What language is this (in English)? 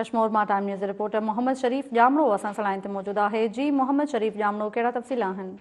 Sindhi